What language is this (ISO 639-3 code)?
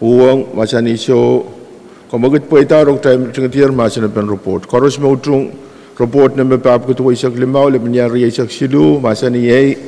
pon